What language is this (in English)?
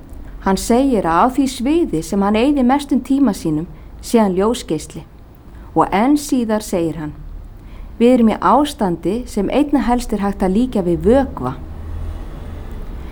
Icelandic